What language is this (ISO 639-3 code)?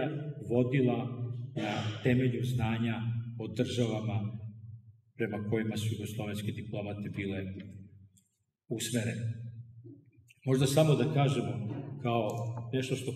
srp